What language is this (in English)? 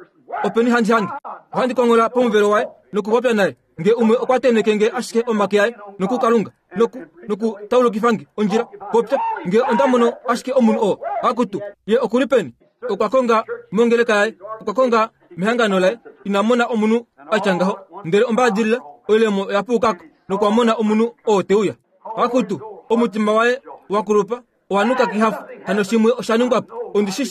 Kuanyama